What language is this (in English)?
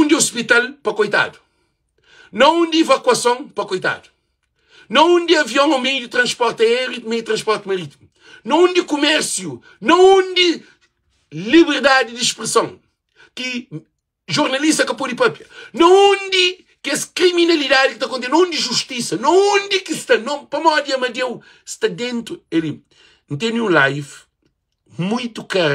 Kabuverdianu